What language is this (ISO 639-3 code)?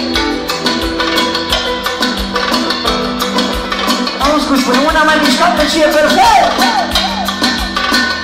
ron